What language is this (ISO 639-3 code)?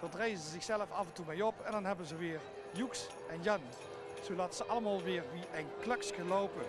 lim